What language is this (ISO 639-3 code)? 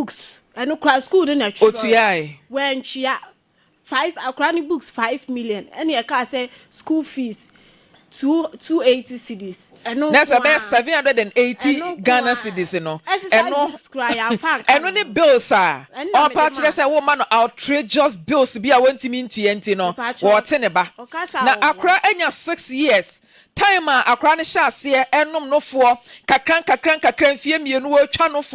aka